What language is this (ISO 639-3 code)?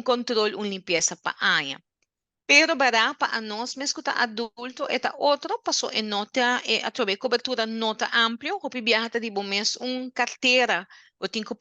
pap